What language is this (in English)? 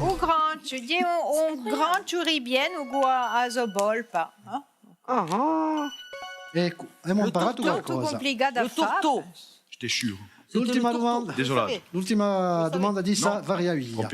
Corsican